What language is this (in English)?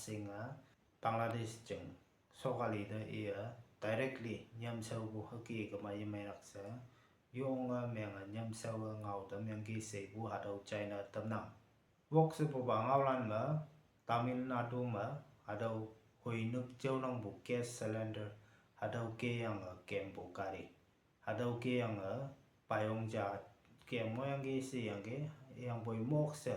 Konyak Naga